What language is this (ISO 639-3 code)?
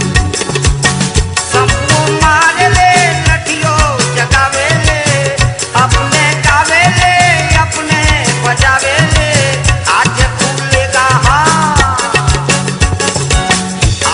bho